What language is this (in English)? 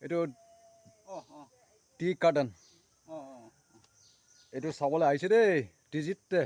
Naga Pidgin